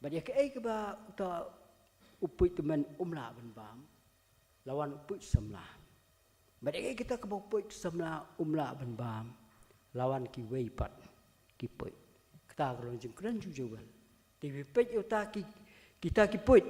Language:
Khasi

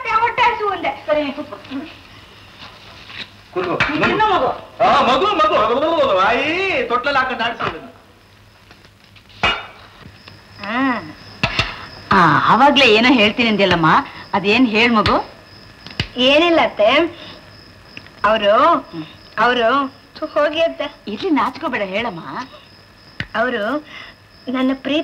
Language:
Kannada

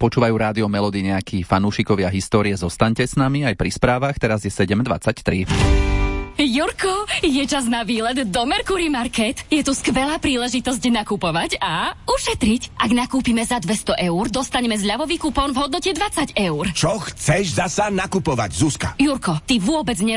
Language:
Slovak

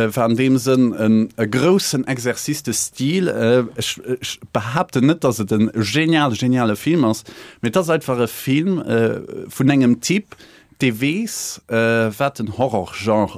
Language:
Luxembourgish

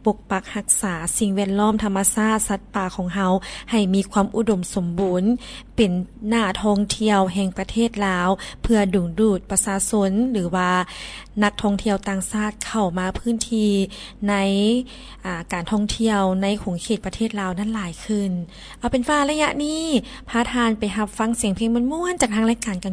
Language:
Lao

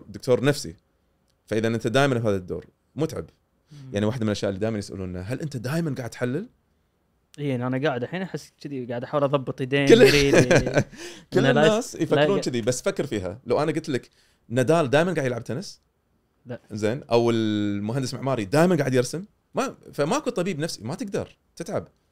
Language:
Gulf Arabic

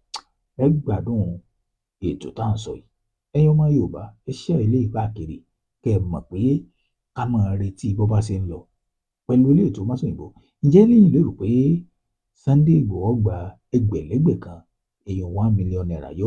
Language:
Yoruba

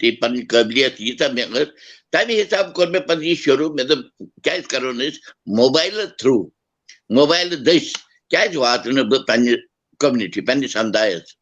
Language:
Kashmiri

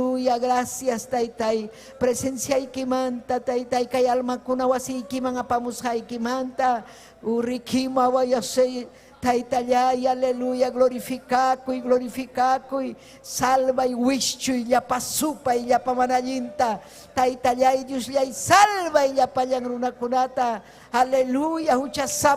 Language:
Ayacucho Quechua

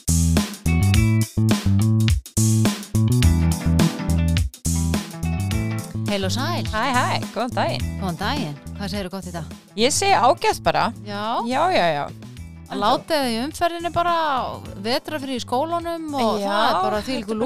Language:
Icelandic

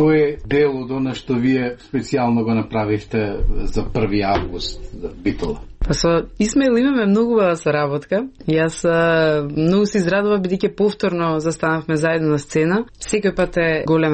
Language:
Macedonian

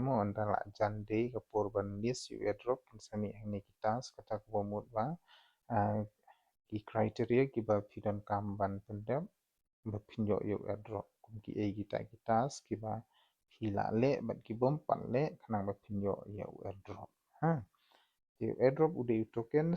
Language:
Khasi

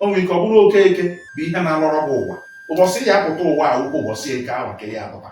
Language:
Igbo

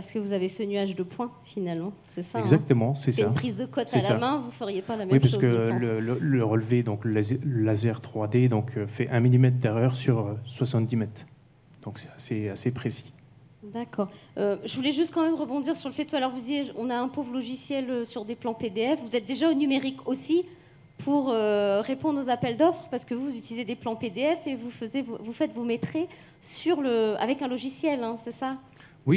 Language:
French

